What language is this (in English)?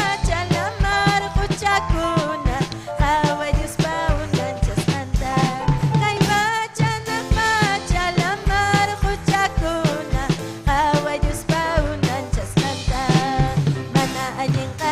Ayacucho Quechua